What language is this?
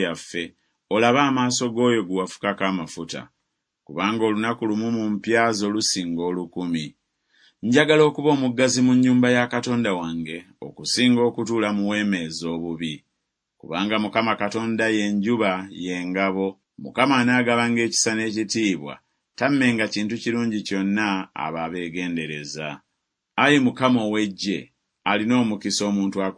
Ganda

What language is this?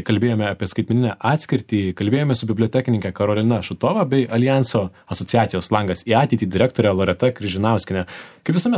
Lithuanian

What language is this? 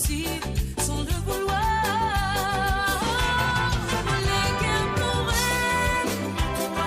Morisyen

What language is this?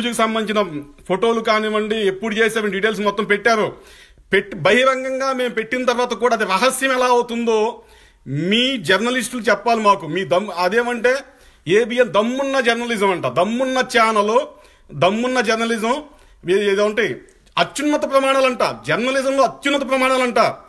Telugu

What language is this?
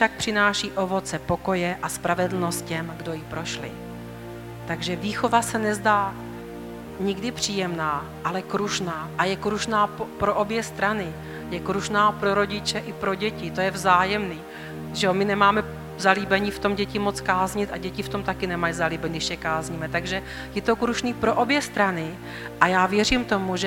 Czech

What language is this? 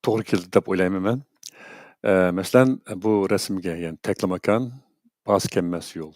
Uyghur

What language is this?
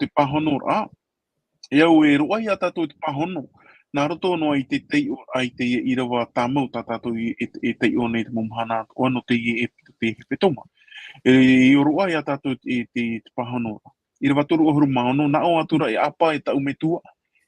Tahitian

